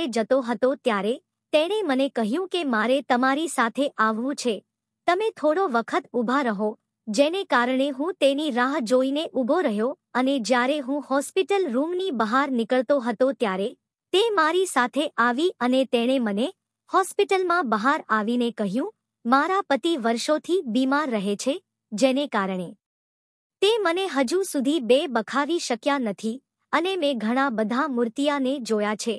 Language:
Gujarati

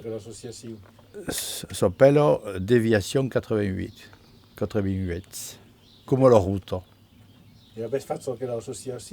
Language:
Occitan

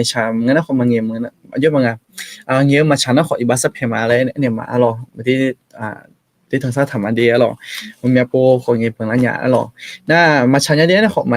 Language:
Akha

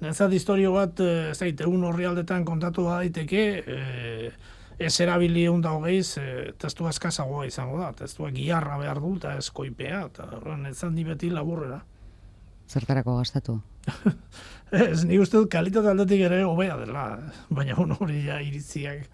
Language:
Basque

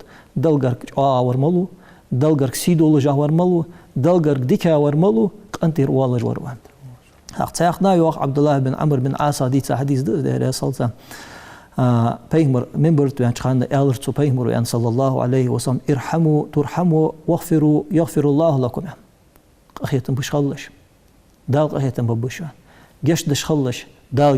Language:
Ingush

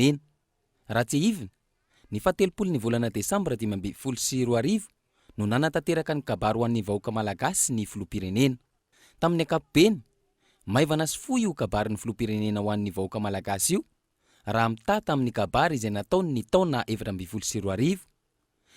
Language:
Malagasy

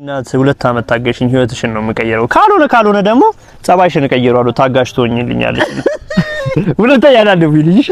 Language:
Amharic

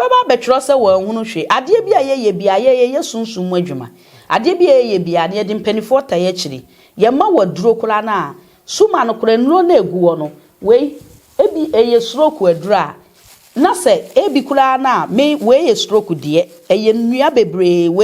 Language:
Akan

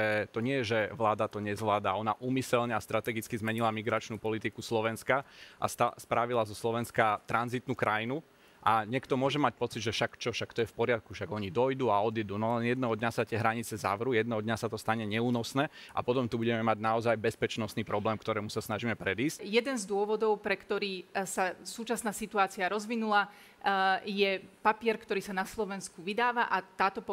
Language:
Slovak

